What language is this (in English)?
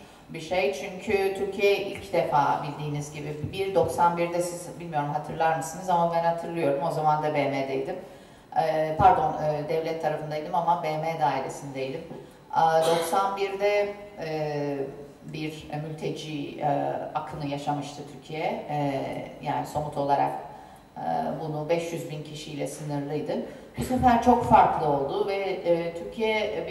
Turkish